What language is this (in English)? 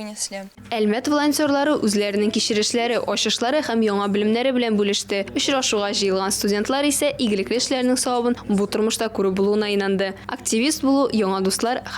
Tatar